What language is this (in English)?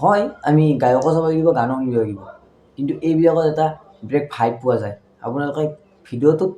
Assamese